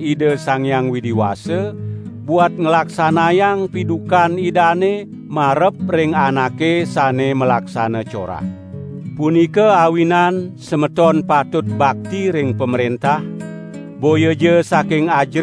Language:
Balinese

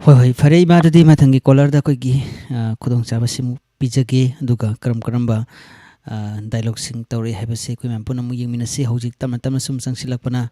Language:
Manipuri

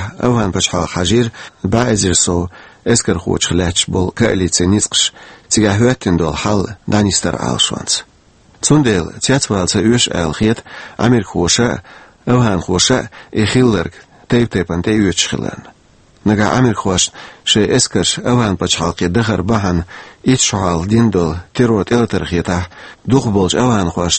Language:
Chechen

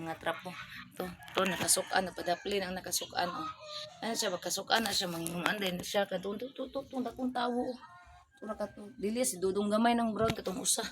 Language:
Cebuano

